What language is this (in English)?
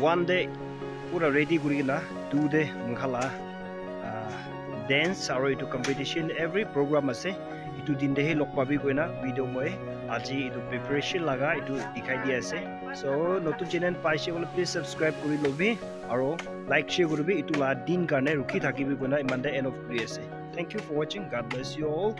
Naga Pidgin